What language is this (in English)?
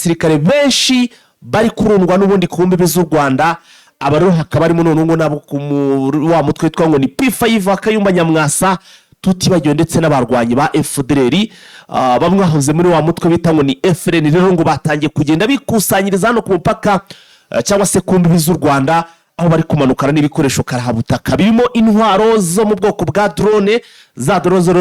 Kinyarwanda